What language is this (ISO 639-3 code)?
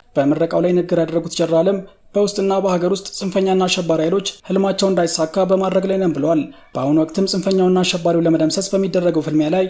amh